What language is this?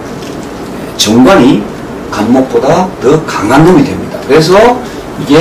Korean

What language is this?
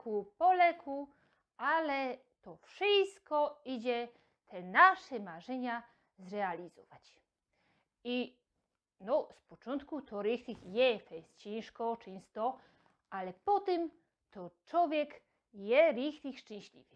Silesian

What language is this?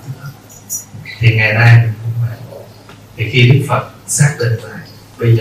Vietnamese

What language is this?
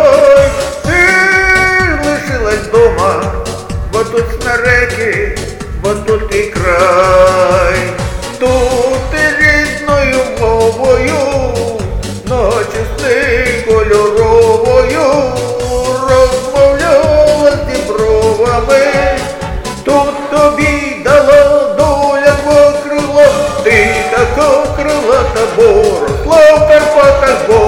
Ukrainian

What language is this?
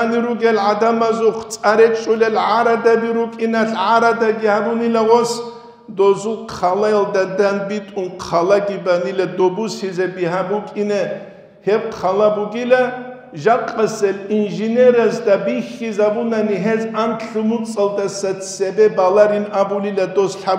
Avaric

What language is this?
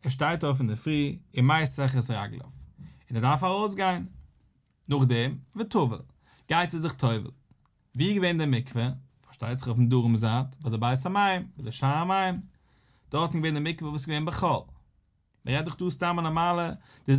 Yiddish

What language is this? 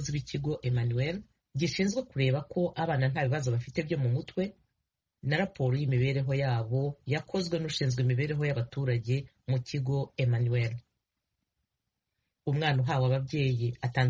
Kinyarwanda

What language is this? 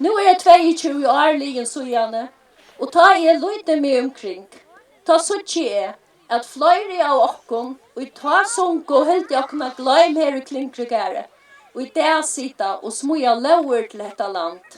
Faroese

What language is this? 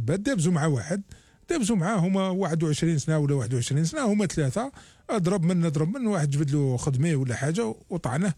Algerian Arabic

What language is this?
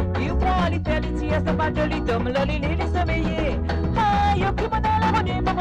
Morisyen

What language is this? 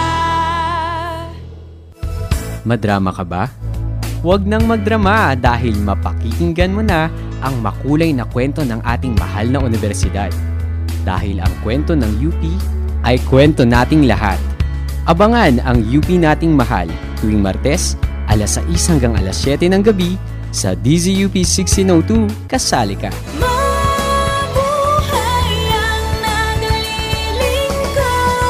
Filipino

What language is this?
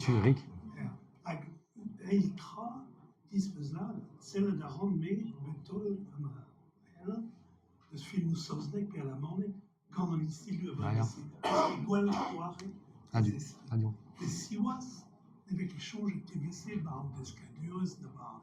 Breton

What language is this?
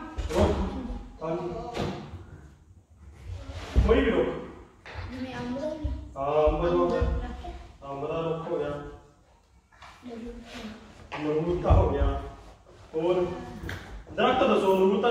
Punjabi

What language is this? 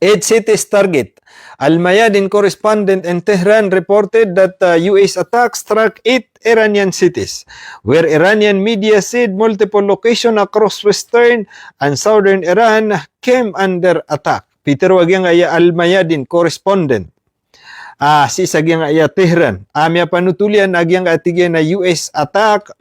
Maranao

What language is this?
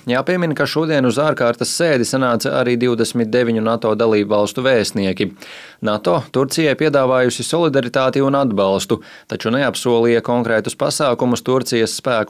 Latvian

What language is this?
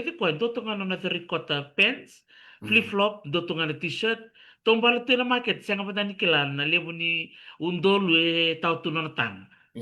Fijian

